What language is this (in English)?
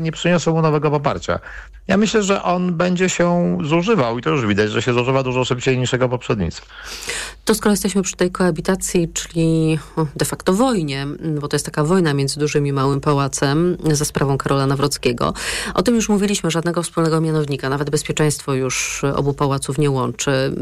Polish